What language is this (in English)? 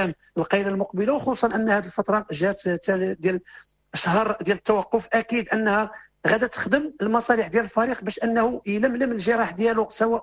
Moroccan Arabic